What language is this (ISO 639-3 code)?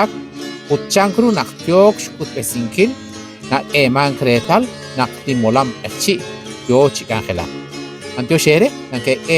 kek